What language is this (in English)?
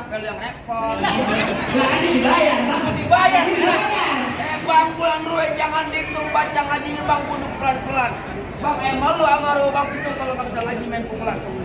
Betawi